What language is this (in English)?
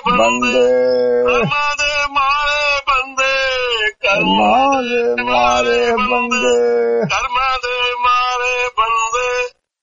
Punjabi